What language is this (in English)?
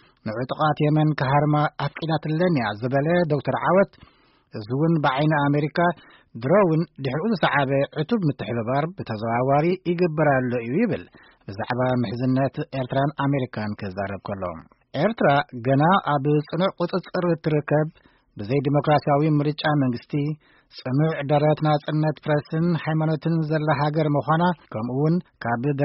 Tigrinya